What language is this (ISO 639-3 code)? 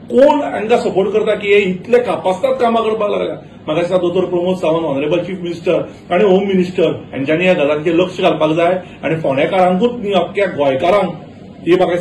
kok